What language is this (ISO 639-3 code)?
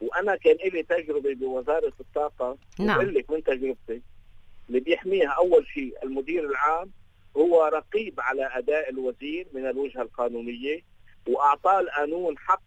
apc